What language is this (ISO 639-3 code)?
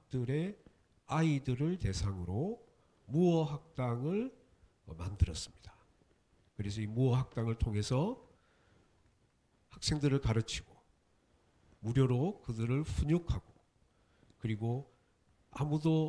kor